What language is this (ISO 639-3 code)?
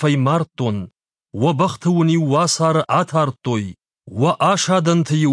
oss